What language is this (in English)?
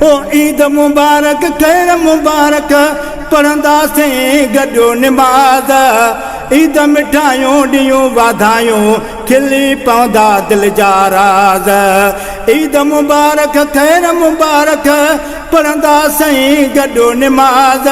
Sindhi